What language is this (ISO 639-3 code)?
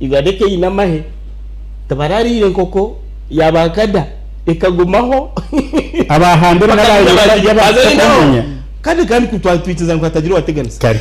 nyn